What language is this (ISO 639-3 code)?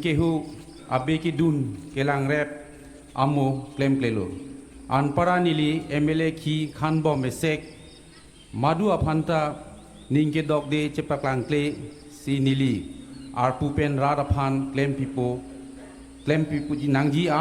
mjw